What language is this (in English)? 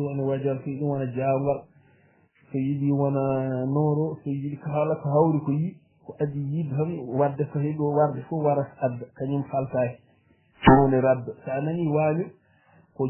Fula